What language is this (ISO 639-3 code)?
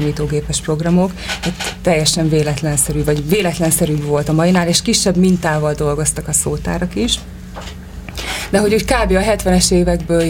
hun